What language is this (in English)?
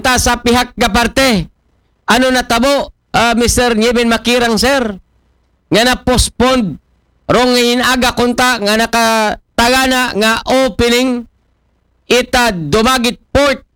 Aklanon